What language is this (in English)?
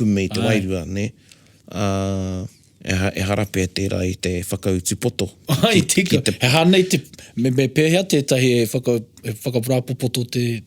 Māori